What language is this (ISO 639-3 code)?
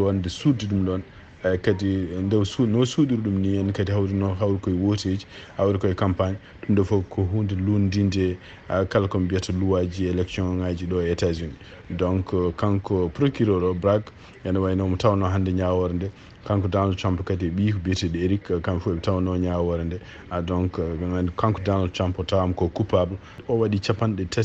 ful